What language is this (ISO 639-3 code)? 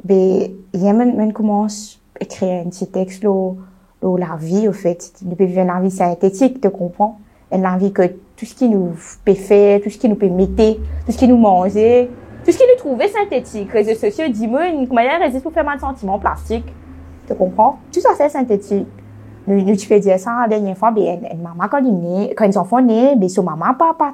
mfe